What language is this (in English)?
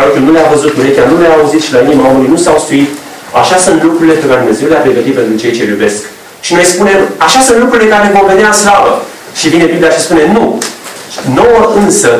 Romanian